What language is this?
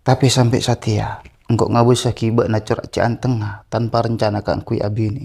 Madurese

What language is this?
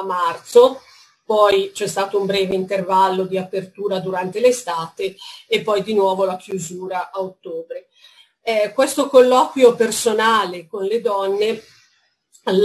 Italian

